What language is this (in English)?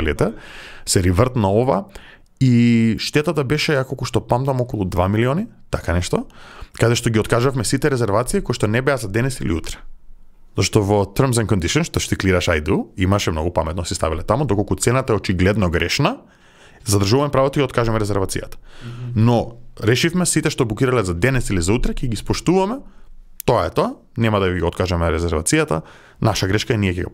Macedonian